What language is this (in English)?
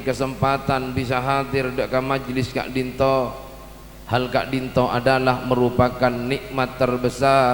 Madurese